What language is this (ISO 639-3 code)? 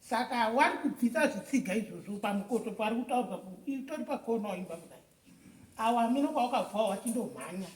sna